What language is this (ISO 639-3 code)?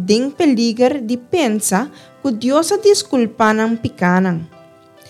pap